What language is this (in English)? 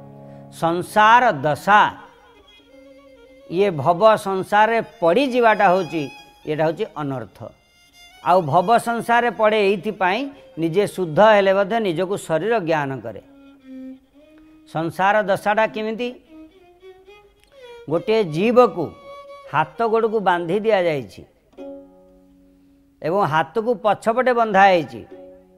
Odia